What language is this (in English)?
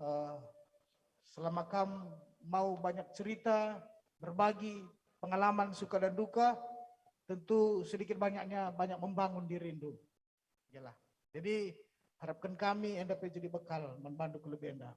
Batak Karo